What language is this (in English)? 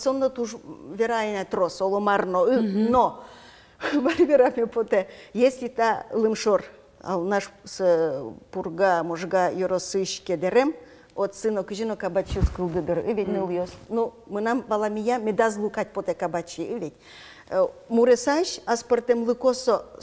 Udmurt